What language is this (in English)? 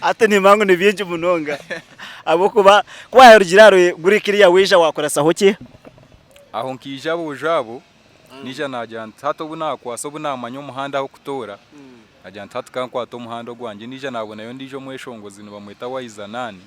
Nyankole